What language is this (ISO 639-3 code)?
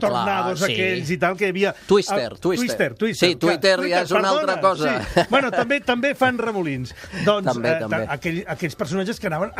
cat